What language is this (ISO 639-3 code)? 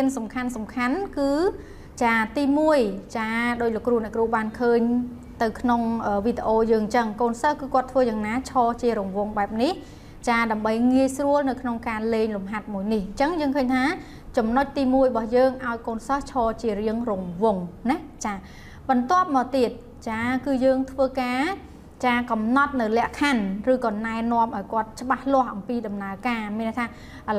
khm